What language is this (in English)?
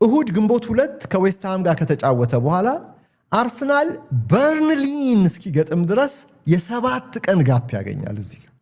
Amharic